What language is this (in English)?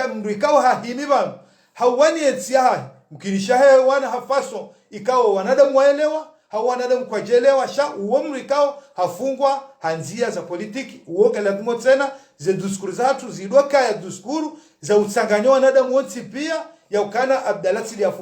Ngazidja Comorian